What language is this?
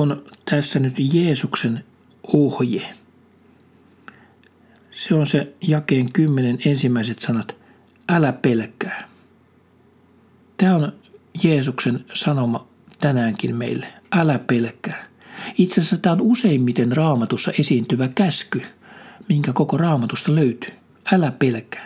Finnish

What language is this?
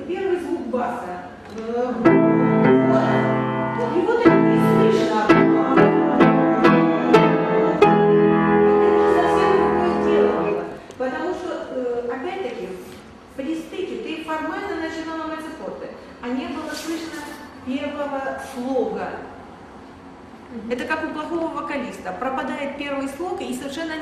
Russian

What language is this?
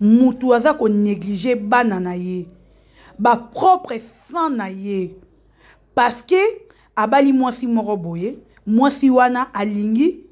Lingala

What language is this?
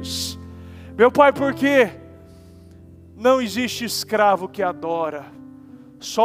Portuguese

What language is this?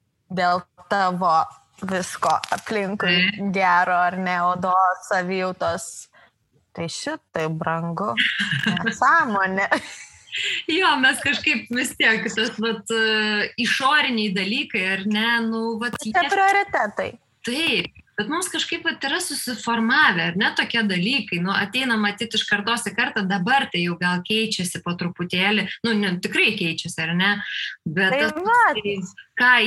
Lithuanian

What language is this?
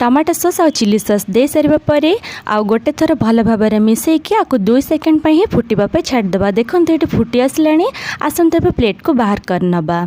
Odia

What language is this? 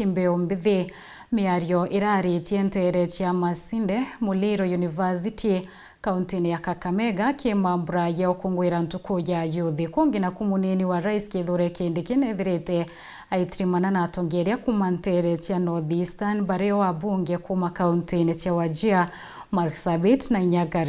Meru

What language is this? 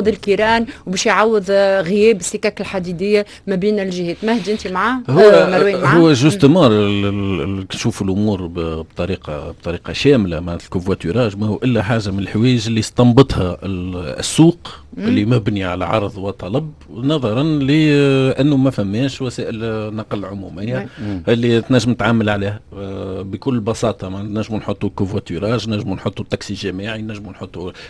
Tunisian Arabic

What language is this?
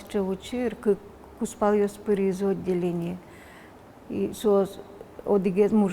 Udmurt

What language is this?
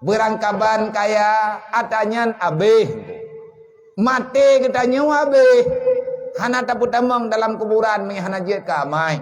Achinese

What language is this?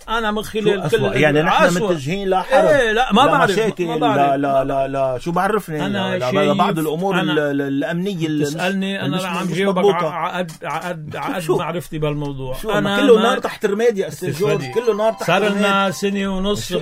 North Levantine Arabic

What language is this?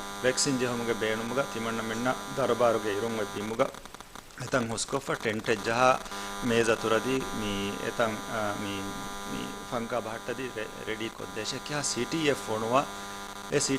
Divehi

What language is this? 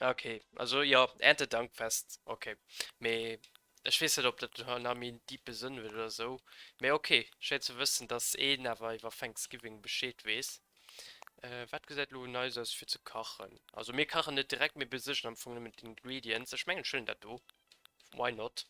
Luxembourgish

